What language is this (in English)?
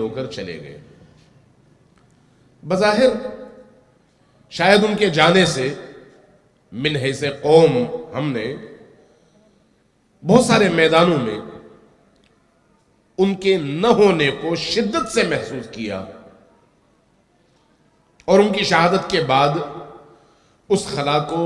Urdu